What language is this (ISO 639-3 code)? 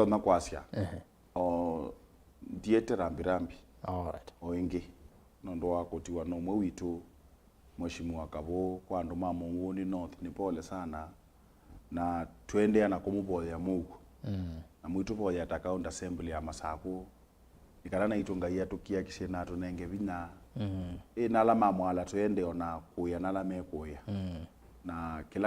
kam